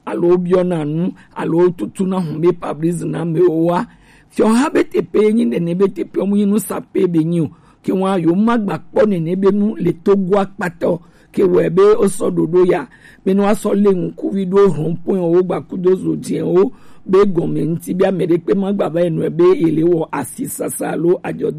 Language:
Gen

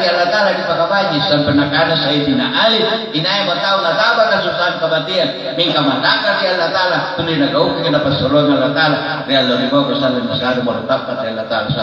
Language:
Makasar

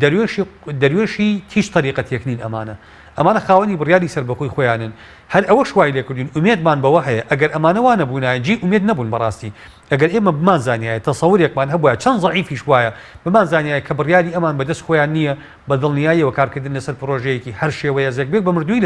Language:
Central Kurdish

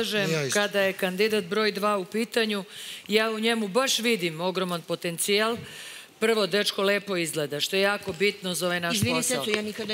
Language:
Serbian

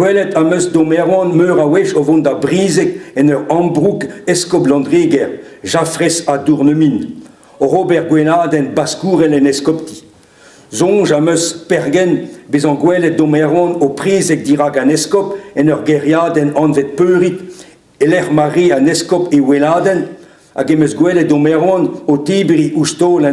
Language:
Breton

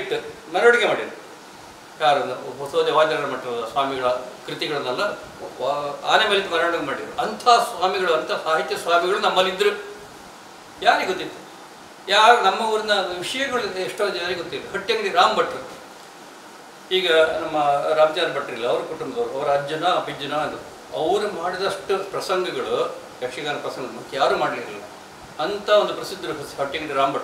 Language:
Kannada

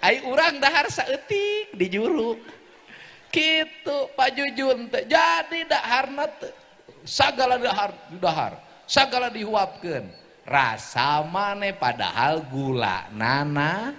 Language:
Sundanese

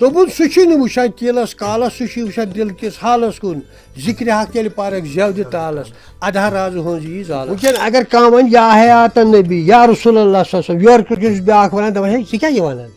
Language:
Kashmiri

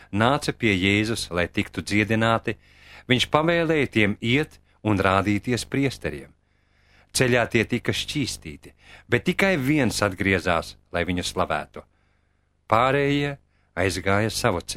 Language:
Latvian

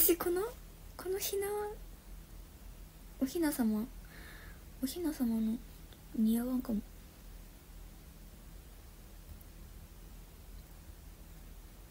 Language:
Japanese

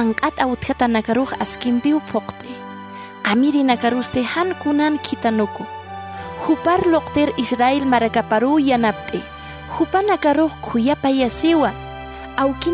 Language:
Aymara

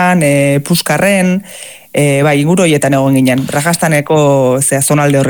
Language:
Basque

